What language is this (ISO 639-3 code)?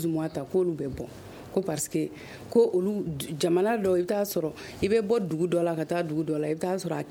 bam